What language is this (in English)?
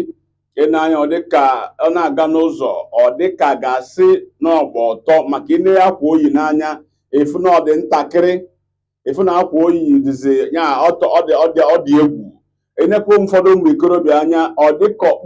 Igbo